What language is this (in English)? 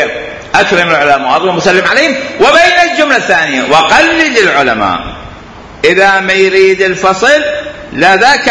Mesopotamian Arabic